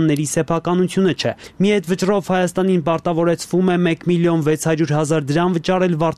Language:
Armenian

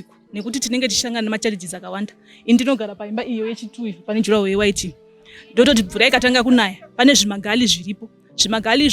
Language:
Shona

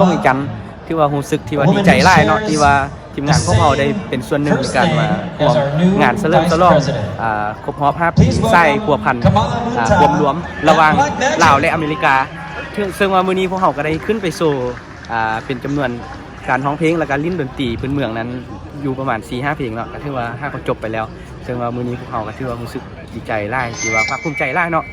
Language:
Lao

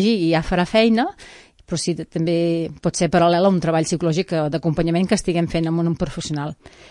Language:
Catalan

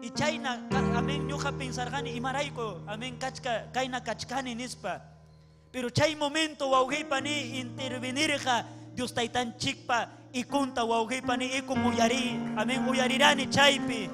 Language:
Ayacucho Quechua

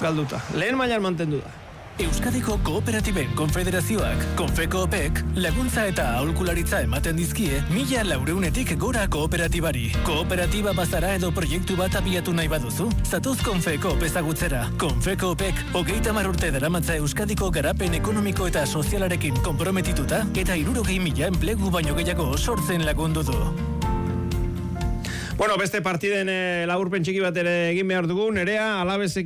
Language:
Basque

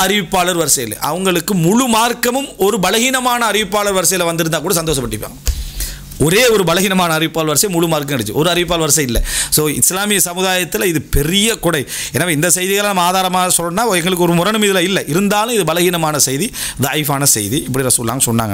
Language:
Tamil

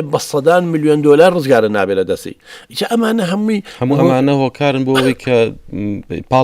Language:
Central Kurdish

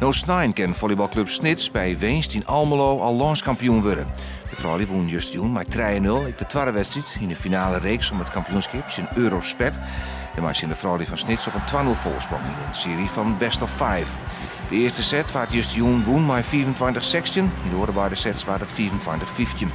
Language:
Western Frisian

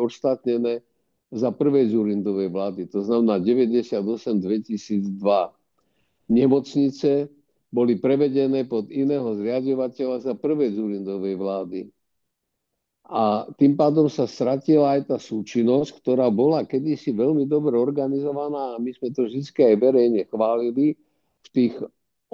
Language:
Slovak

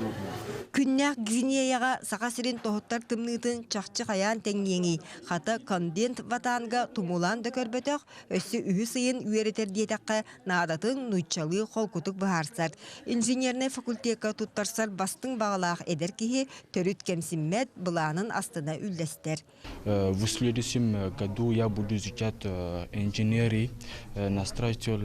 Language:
Yakut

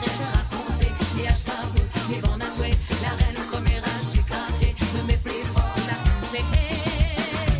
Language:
Morisyen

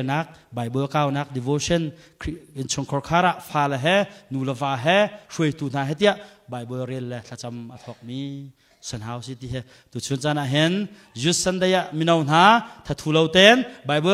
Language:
Hakha Chin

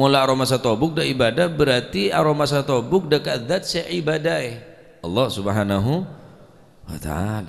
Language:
Madurese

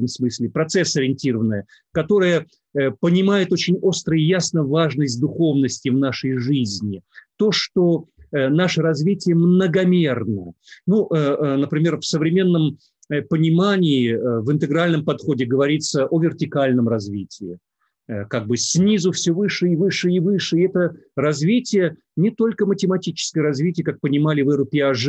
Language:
Russian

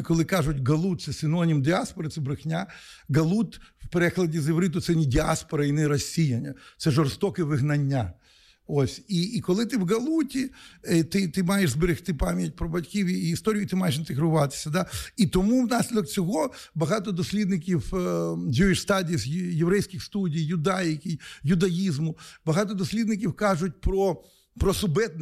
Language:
Ukrainian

